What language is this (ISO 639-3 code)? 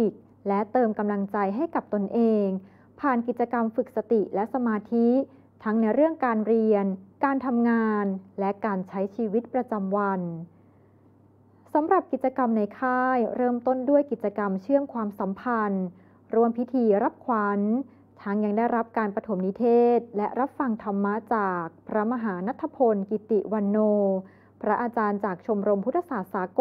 tha